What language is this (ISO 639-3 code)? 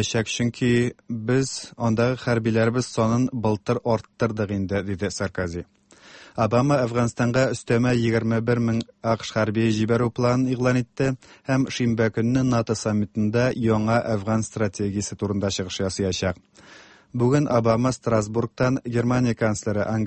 tat